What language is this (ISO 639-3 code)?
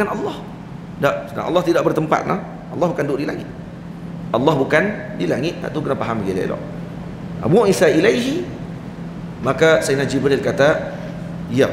msa